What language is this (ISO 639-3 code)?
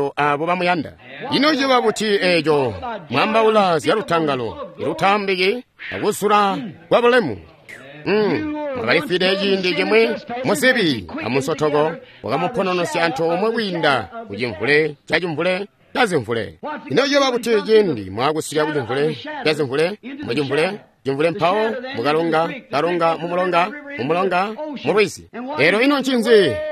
toi